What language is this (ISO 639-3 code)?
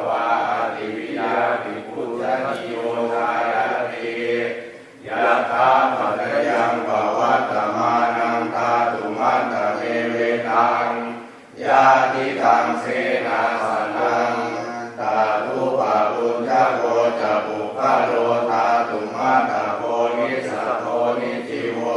pli